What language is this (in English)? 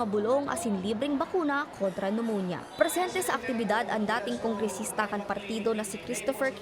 Bikol